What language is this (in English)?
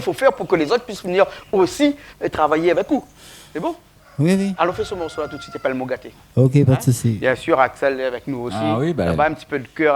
Réunion Creole French